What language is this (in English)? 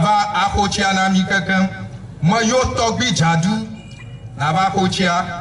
Ewe